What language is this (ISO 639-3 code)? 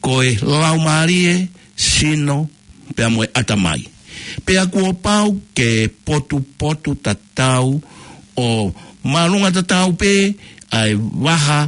ton